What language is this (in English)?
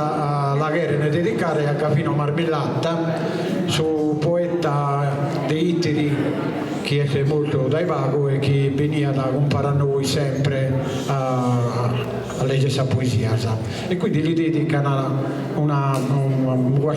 Sardinian